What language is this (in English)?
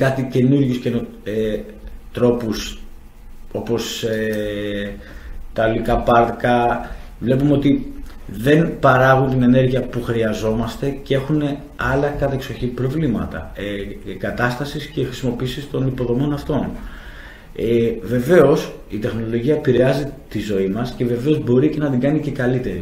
Greek